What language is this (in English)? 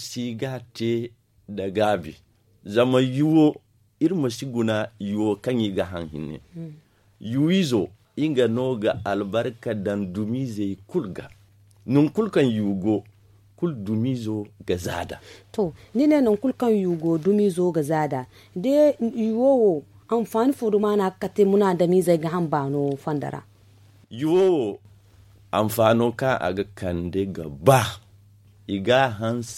Zarma